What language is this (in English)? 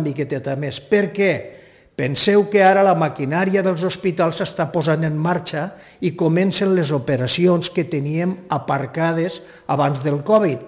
Catalan